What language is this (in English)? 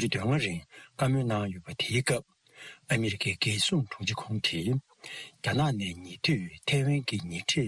Tibetan